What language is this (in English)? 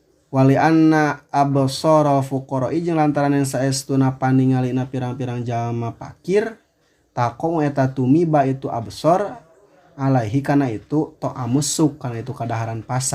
Sundanese